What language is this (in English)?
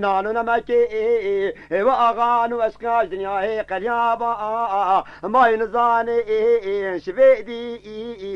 Kurdish